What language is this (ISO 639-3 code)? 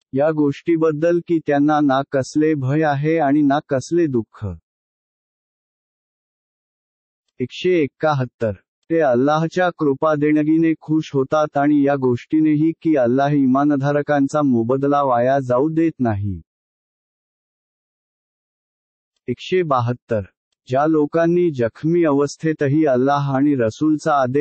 mar